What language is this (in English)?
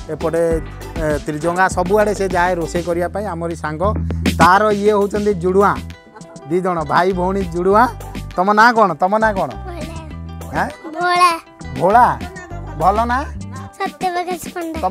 Odia